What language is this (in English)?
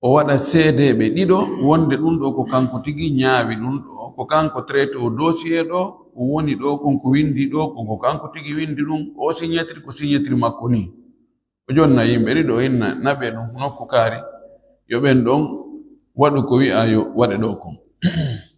Fula